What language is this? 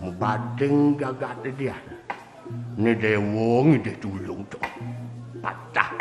Balinese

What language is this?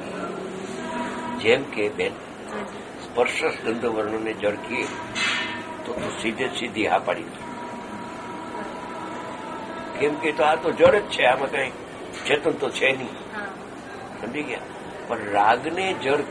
Gujarati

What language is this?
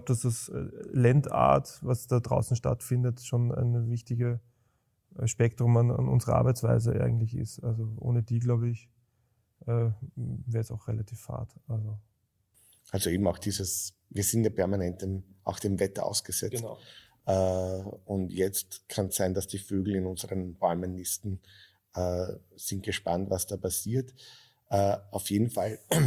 German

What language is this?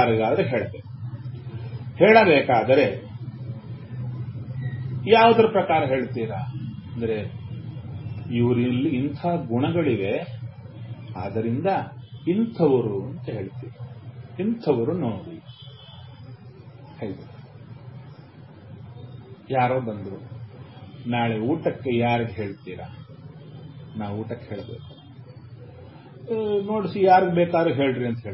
Kannada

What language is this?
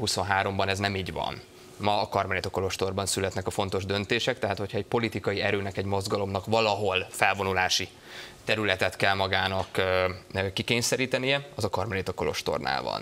Hungarian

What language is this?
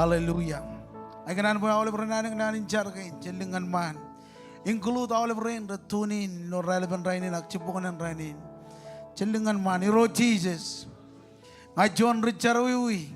Marshallese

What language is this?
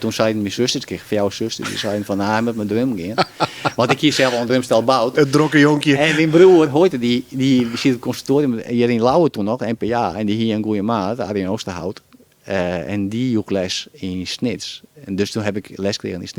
Western Frisian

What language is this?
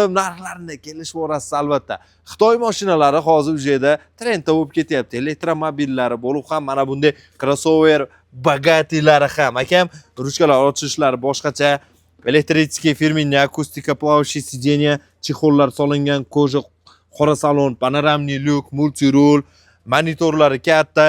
Uzbek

